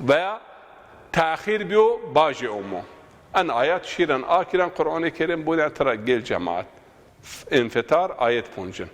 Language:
Zaza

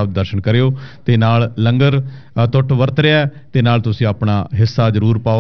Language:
Punjabi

